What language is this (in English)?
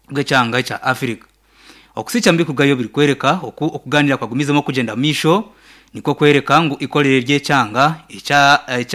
Nyankole